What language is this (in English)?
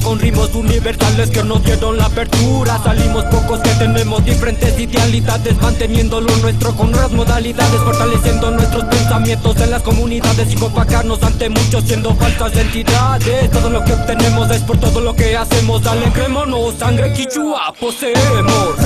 Quechua